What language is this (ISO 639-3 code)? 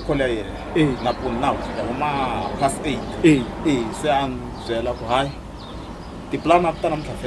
tso